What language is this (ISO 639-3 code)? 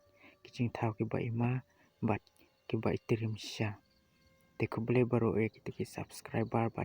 kha